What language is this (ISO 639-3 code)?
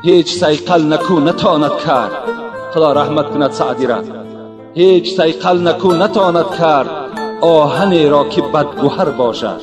tgk